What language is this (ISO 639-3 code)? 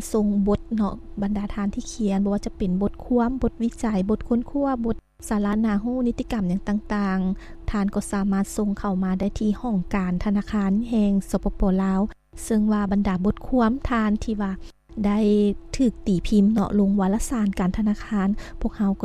lao